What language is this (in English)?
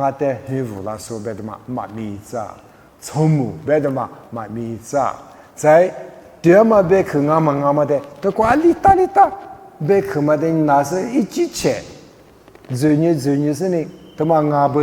Lisu